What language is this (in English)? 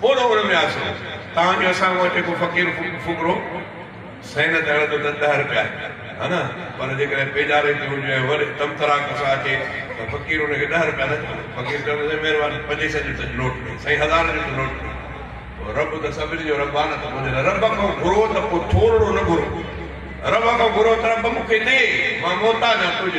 Sindhi